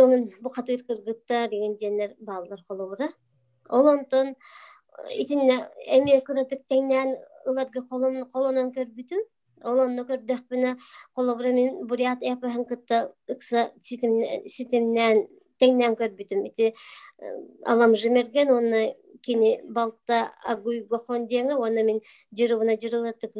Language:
Yakut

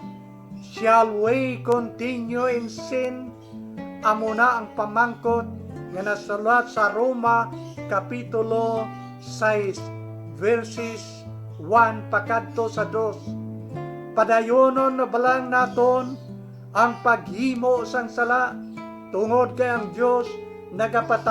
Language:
Hiligaynon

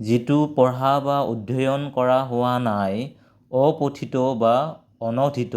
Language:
Assamese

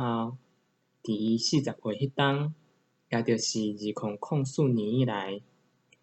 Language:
Min Nan Chinese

